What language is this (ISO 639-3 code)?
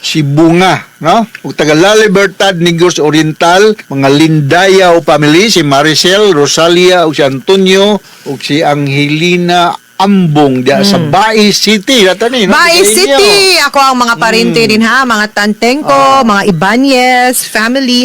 ceb